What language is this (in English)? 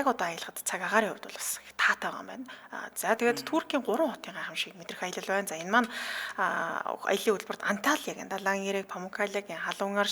Mongolian